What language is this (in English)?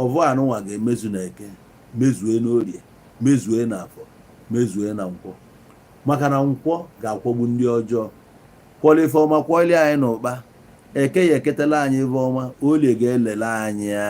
Igbo